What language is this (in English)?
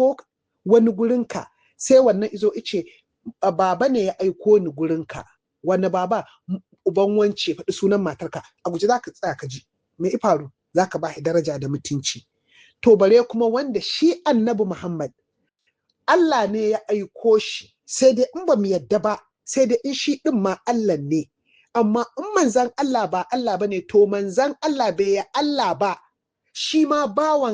Hausa